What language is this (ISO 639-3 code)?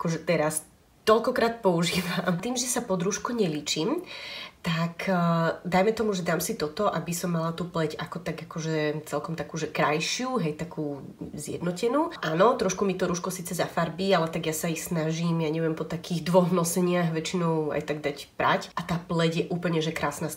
slk